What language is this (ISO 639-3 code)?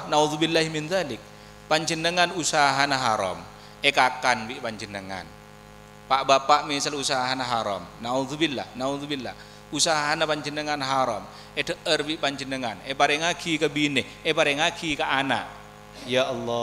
mad